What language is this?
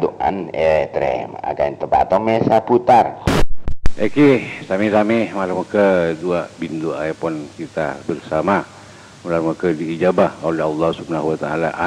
Madurese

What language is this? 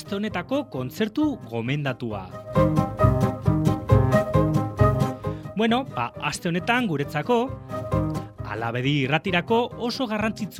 Basque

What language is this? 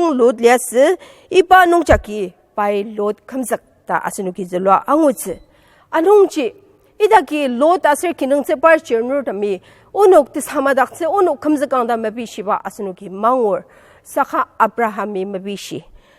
Ao Naga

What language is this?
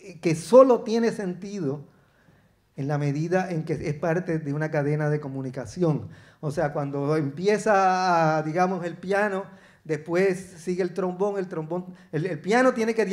Spanish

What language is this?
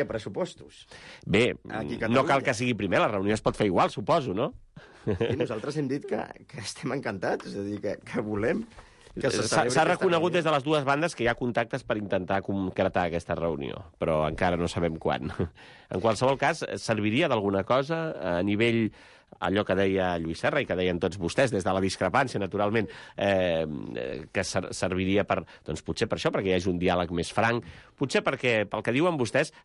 Catalan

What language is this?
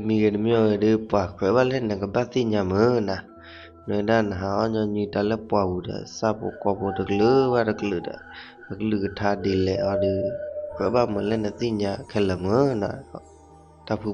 S'gaw Karen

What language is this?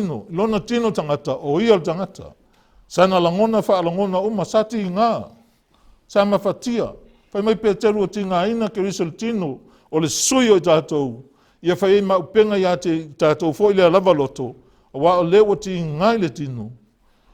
Samoan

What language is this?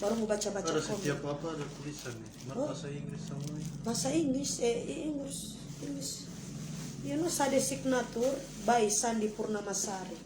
Manado Malay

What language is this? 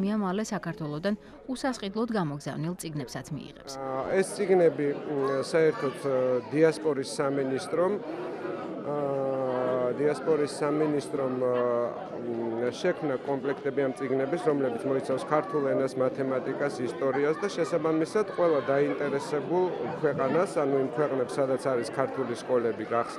Georgian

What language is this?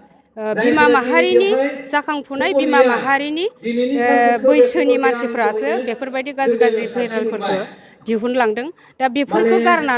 Bodo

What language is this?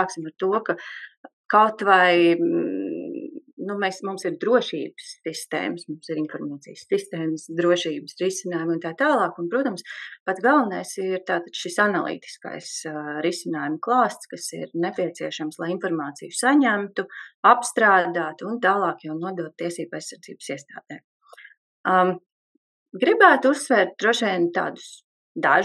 Latvian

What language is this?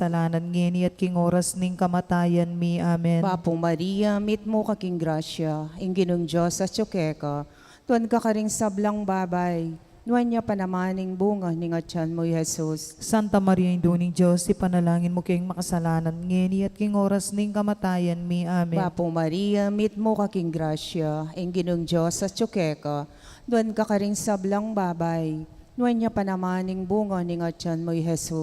Pampanga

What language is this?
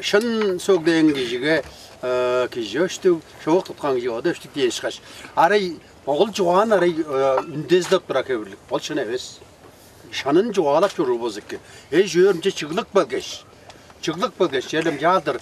Tuvinian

